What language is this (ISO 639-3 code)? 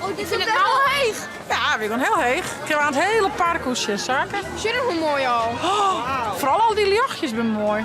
fry